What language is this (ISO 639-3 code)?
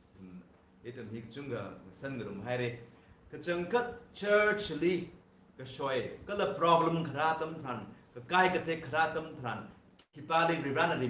nmf